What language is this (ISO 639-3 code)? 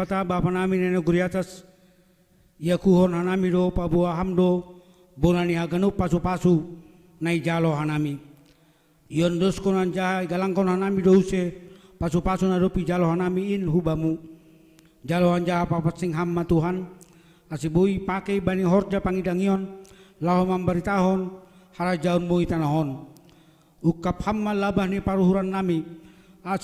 bts